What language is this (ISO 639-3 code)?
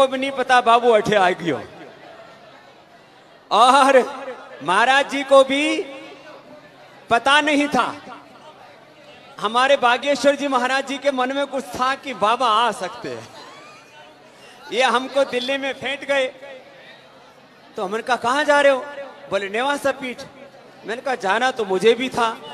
hin